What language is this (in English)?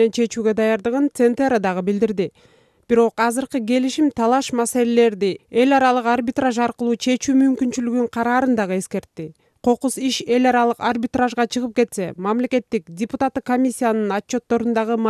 Kyrgyz